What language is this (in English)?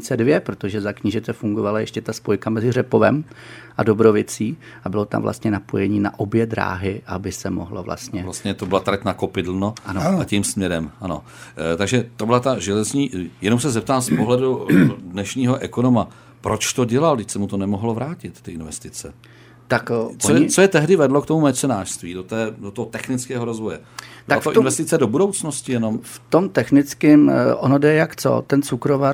Czech